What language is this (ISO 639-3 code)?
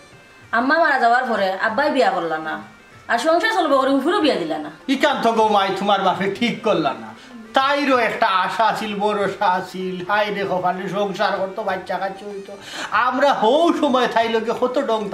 syl